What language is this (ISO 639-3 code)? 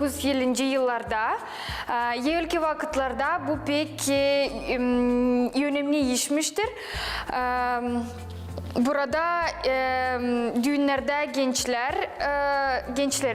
gag